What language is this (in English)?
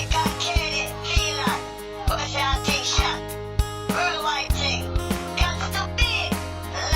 Jamaican Creole English